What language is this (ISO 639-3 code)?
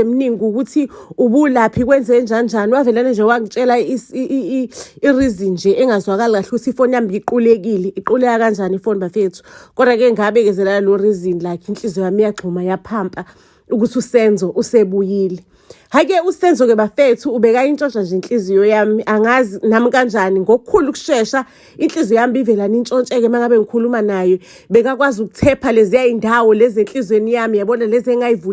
zul